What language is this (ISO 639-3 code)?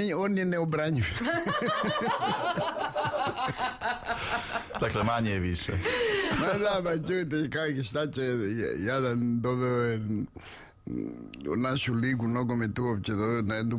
hrv